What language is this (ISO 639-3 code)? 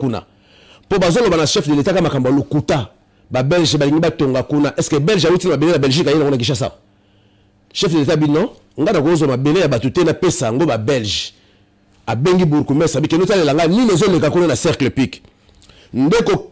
lin